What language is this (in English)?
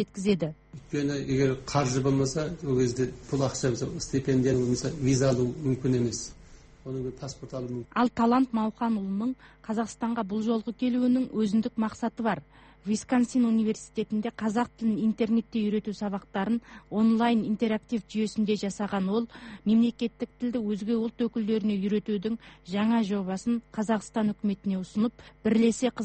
Kazakh